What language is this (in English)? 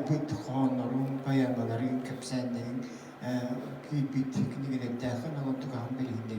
Yakut